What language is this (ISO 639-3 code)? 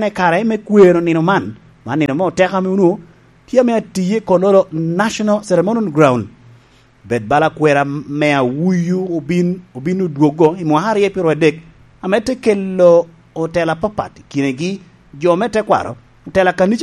laj